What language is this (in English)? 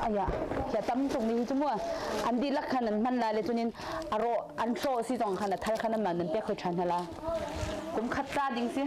Hakha Chin